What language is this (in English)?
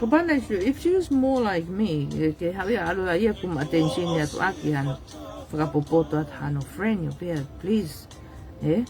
Tongan